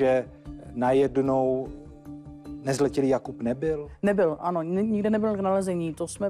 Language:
Czech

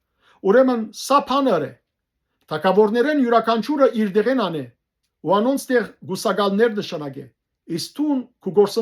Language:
Western Armenian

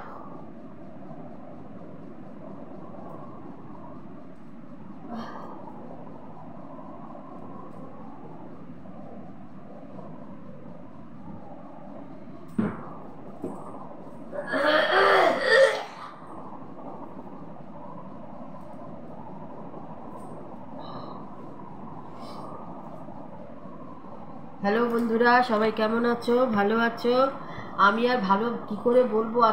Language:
Bangla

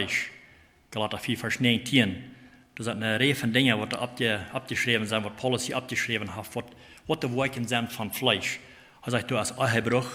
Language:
Plautdietsch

